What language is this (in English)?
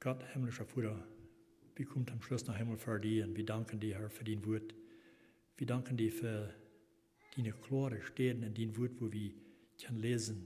Plautdietsch